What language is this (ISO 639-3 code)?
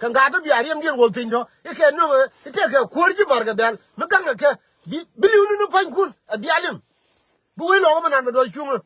nus